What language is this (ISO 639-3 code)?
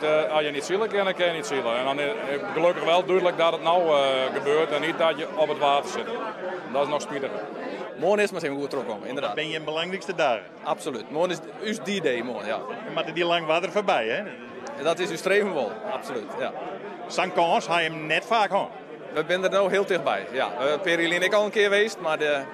fry